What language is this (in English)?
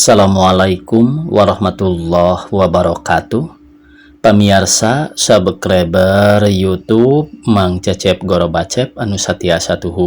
Sundanese